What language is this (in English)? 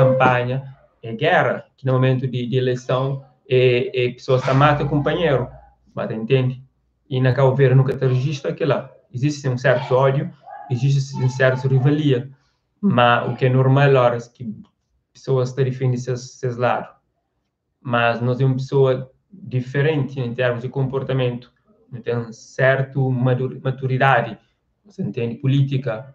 Kabuverdianu